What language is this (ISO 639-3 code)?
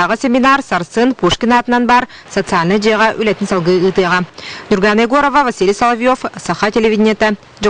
sah